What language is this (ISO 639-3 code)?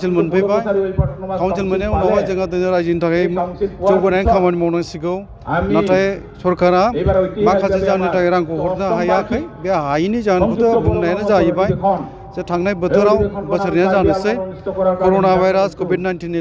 brx